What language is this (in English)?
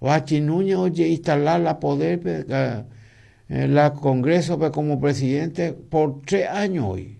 Guarani